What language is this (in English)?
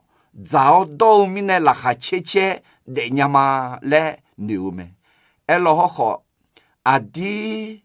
Akha